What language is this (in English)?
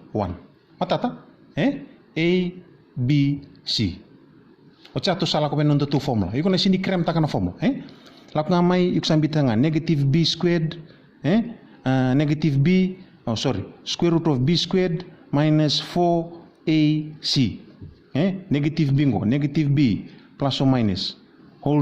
Fijian